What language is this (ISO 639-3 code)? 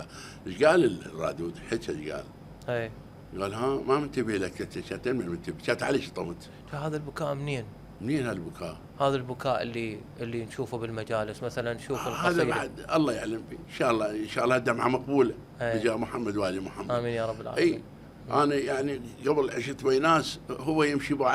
acm